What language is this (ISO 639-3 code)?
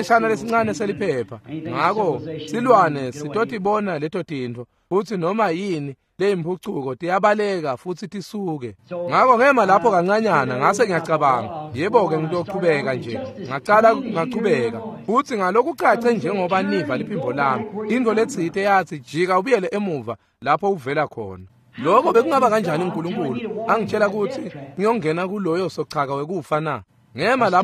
ssw